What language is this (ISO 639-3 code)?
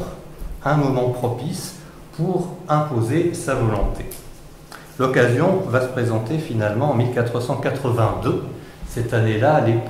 fra